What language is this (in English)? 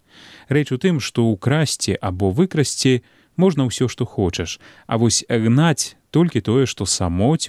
Belarusian